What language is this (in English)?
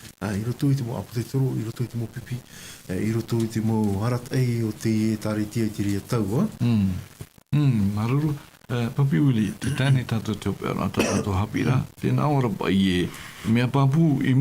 Tahitian